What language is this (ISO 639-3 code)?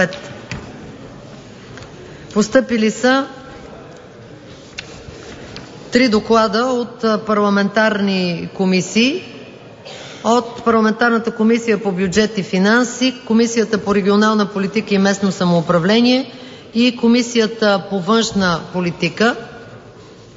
bul